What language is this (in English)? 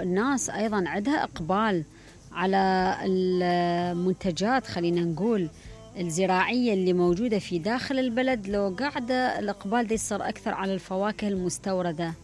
Mesopotamian Arabic